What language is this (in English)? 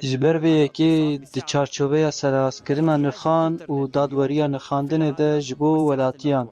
Kurdish